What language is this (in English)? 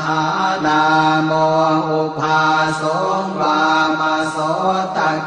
Pali